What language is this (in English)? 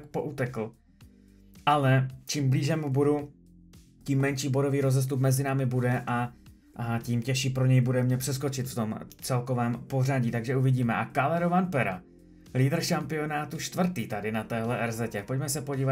Czech